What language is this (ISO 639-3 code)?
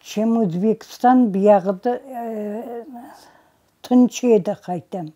crh